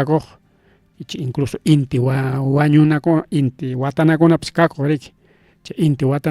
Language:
Ayacucho Quechua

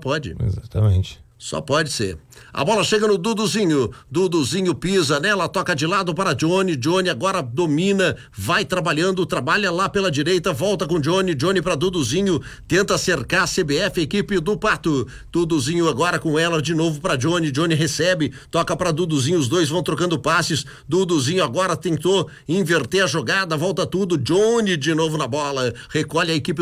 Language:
Portuguese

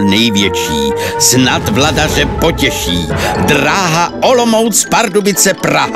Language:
Czech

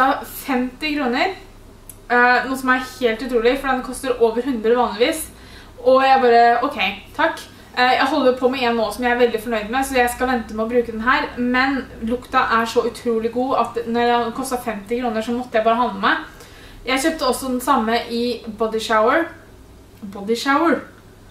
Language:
Norwegian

